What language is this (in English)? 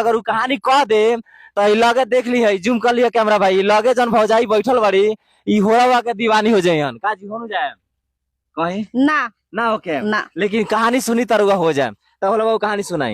Bhojpuri